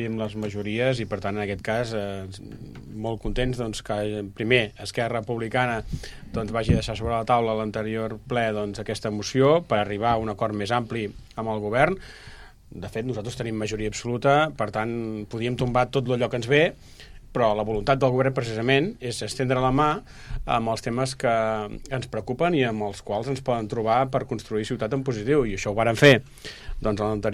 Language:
Catalan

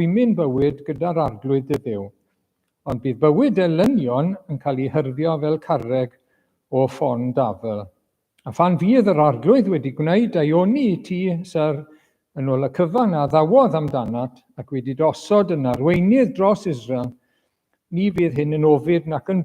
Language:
Welsh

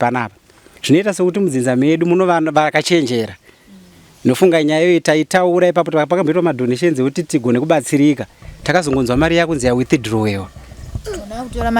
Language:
Shona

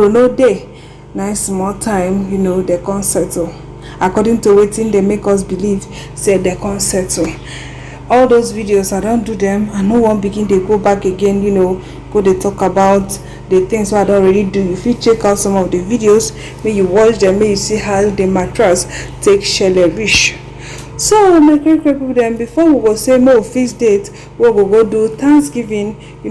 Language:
Nigerian Pidgin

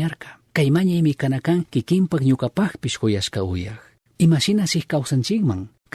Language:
Chimborazo Highland Quichua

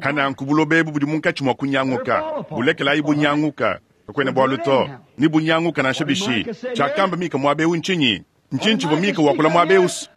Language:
Luba-Lulua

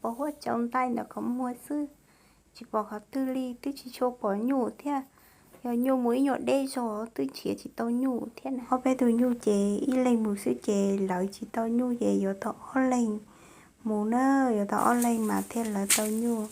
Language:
Hmong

